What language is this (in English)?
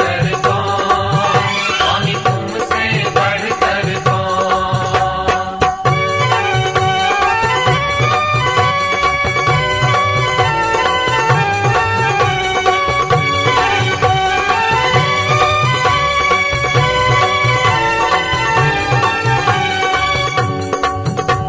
Hindi